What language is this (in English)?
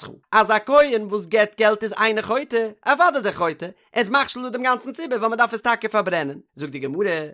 Yiddish